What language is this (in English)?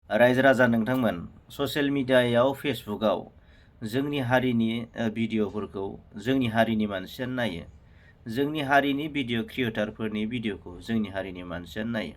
Bodo